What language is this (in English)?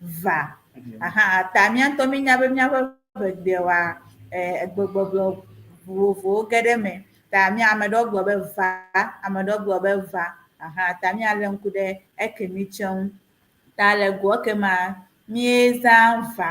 Ewe